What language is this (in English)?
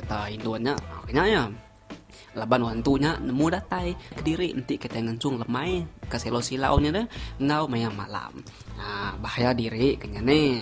Iban